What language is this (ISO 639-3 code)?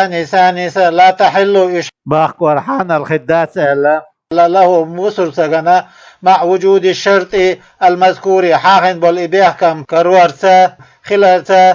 che